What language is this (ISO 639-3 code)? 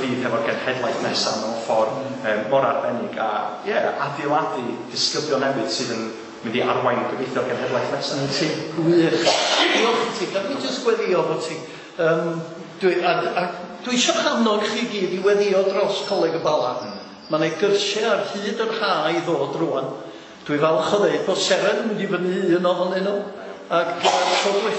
cym